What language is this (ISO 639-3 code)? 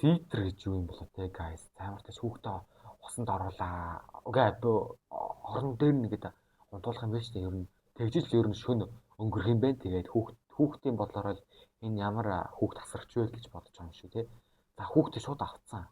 mon